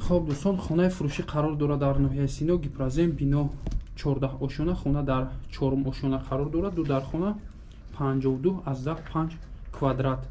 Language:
Tajik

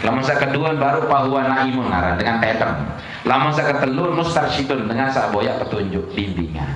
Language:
Sasak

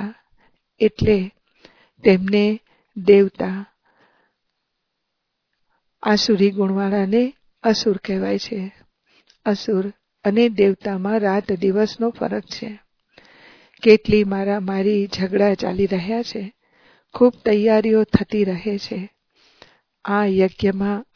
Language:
Gujarati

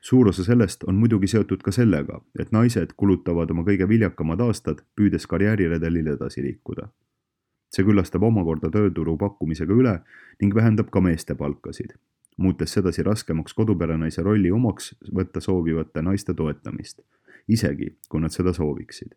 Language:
Estonian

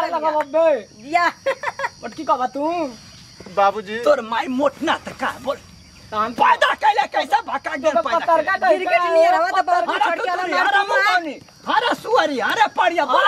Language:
Bhojpuri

